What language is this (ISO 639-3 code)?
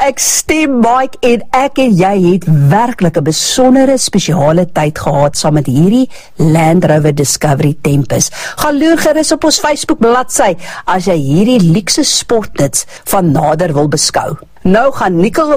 afr